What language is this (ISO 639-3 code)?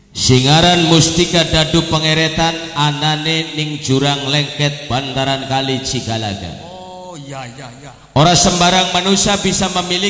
jav